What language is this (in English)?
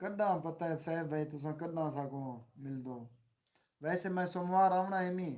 Saraiki